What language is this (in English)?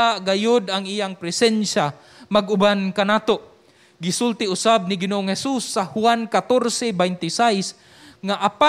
Cebuano